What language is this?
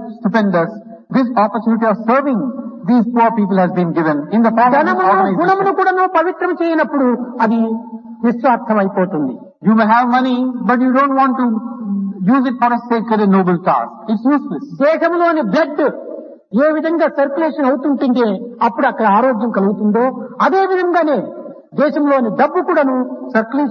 Telugu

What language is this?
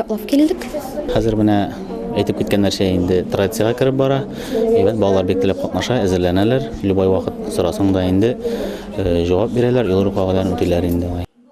Tatar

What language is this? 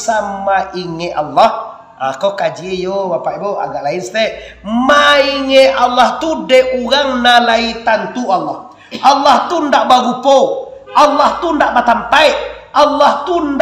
Minangkabau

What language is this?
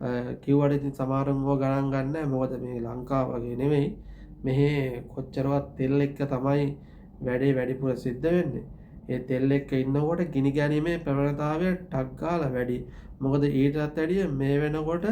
Sinhala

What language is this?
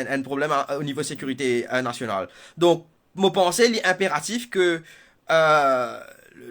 Morisyen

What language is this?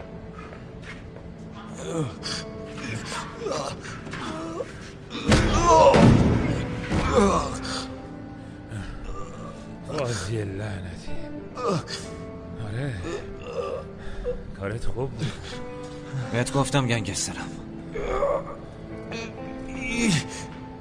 Persian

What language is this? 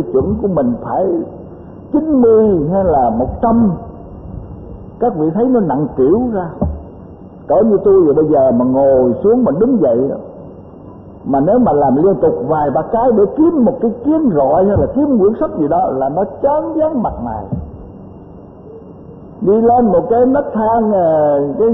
Vietnamese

